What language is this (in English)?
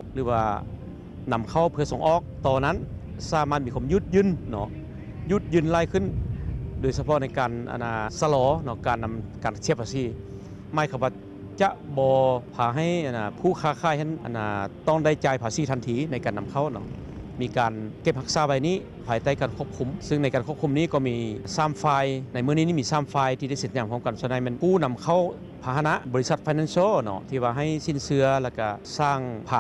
Lao